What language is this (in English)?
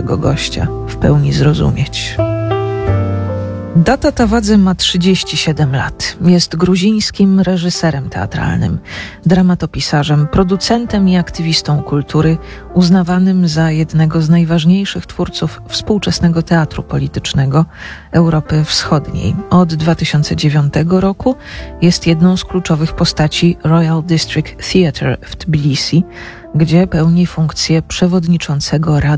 Polish